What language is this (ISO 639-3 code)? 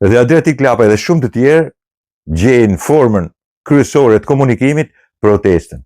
sqi